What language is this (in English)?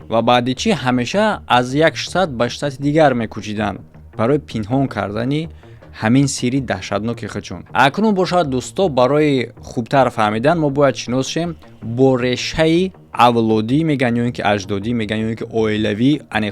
Tajik